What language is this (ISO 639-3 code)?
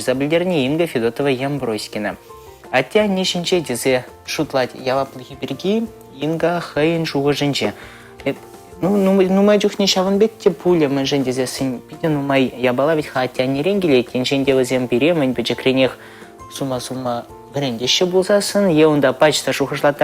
chv